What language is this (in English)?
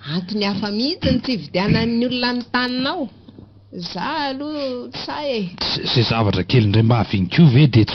Malagasy